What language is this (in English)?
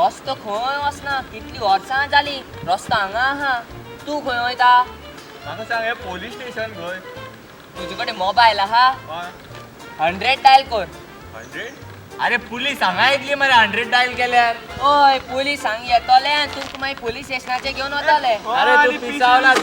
Konkani